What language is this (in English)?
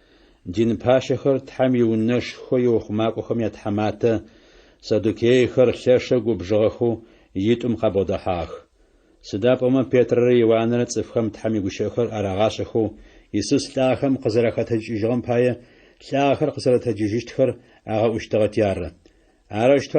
Adyghe